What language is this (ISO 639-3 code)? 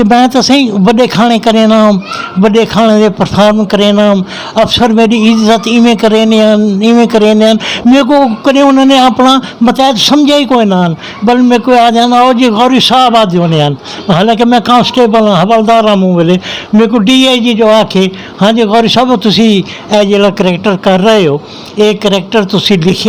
skr